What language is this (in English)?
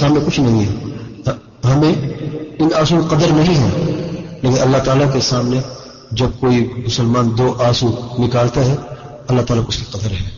Urdu